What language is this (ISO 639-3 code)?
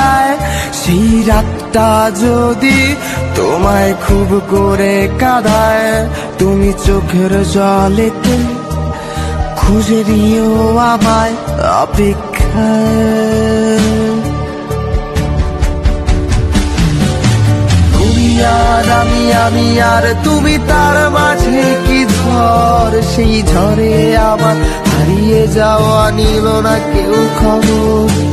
ben